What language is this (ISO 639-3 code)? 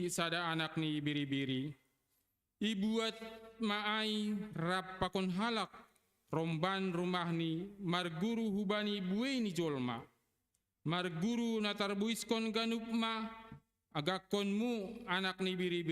bts